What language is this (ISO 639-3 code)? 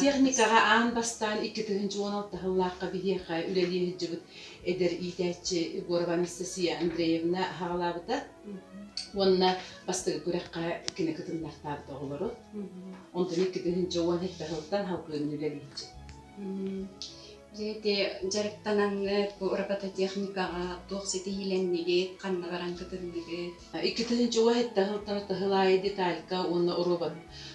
sah